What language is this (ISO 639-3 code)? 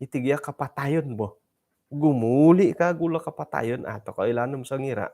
dtp